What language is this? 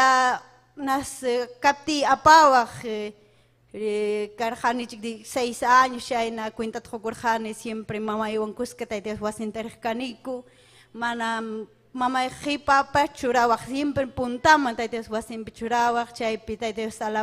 Ayacucho Quechua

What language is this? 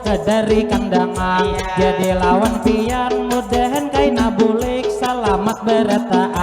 Banjar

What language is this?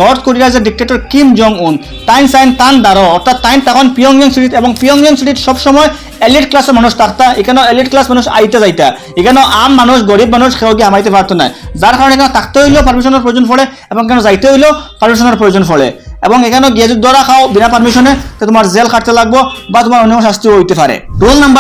Sylheti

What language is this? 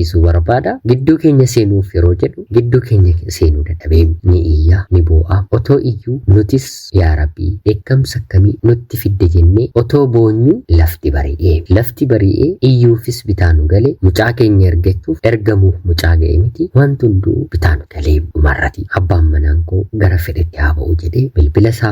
Oromo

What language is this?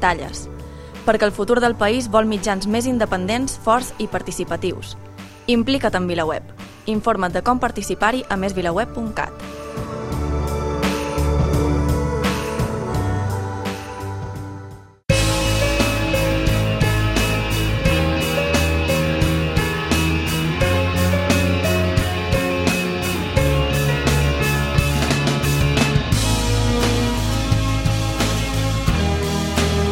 Catalan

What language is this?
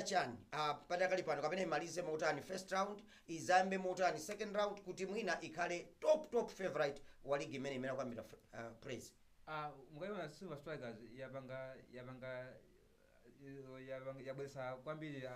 Nyanja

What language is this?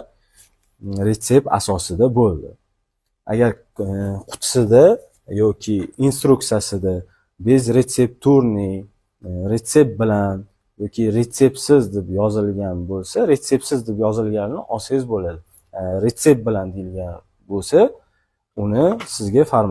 Uzbek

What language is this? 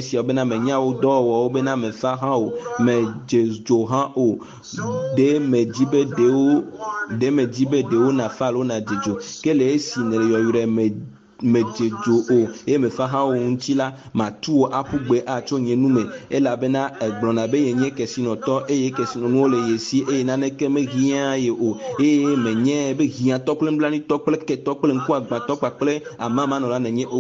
Ewe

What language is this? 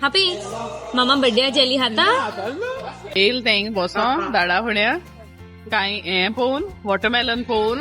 Konkani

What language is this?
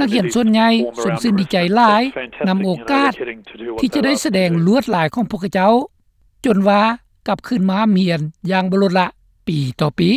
Lao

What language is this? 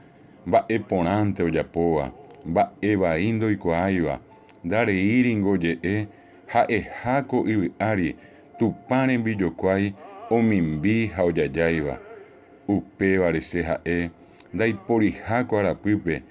Guarani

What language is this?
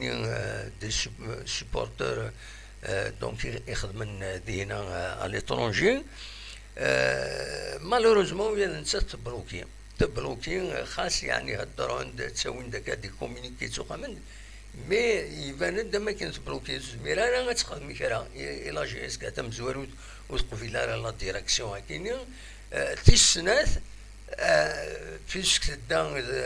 Kabyle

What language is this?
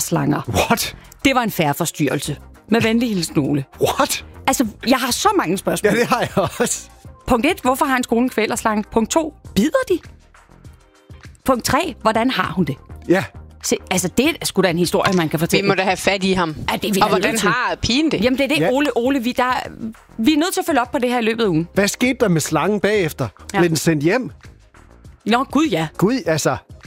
Danish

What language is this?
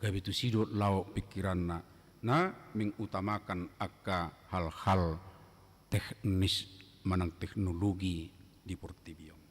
Batak Toba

